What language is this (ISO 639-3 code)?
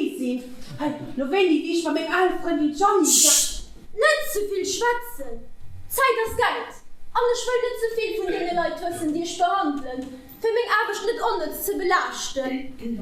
ltz